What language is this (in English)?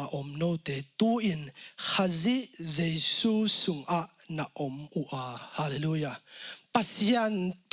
Tedim Chin